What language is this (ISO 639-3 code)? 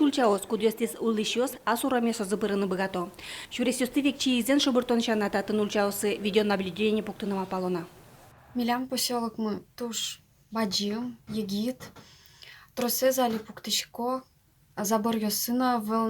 udm